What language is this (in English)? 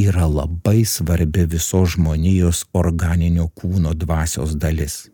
Lithuanian